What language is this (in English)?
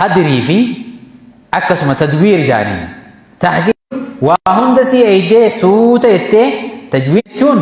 Oromo